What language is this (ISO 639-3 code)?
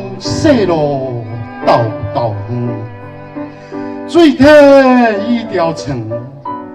nan